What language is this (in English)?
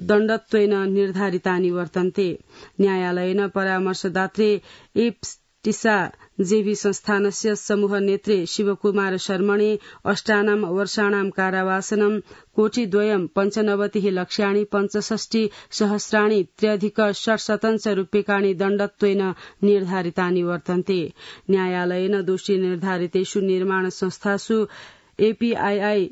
Sanskrit